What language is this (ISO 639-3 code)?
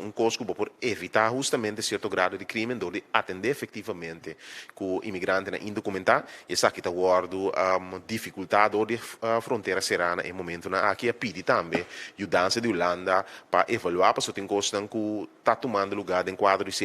pap